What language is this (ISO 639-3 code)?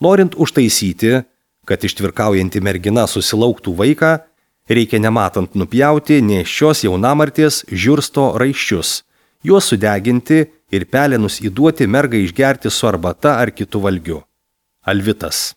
lit